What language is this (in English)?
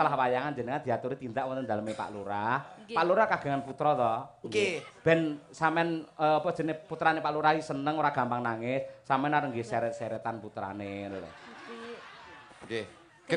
Javanese